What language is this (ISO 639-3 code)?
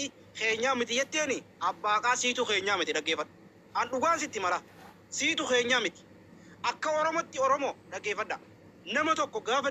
orm